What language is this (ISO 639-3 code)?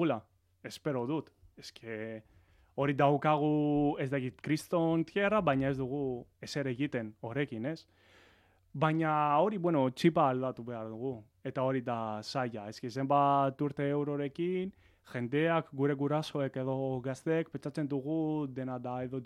eus